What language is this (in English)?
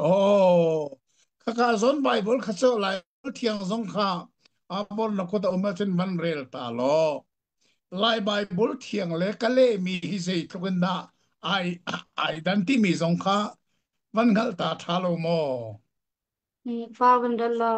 Hakha Chin